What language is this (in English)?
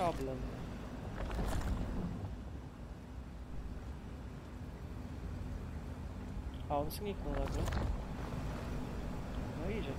Polish